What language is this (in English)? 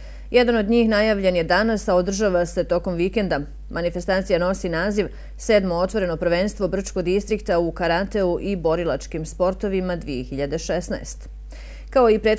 Bosnian